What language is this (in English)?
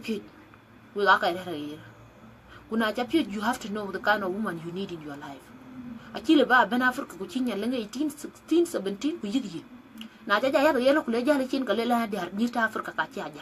Dinka